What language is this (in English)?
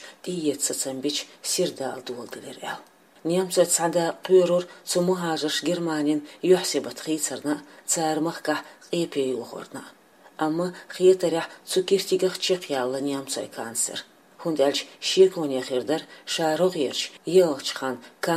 Chechen